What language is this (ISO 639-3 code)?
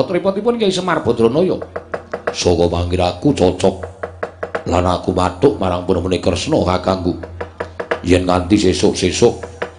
jav